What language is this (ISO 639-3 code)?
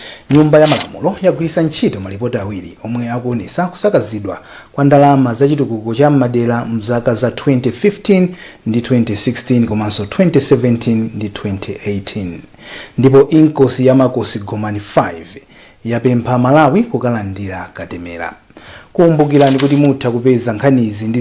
nya